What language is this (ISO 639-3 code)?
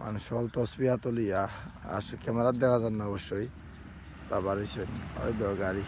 syl